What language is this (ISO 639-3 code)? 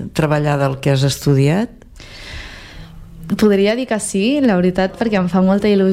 cat